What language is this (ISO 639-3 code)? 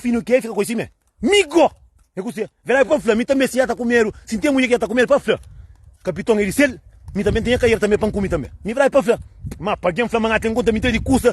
kea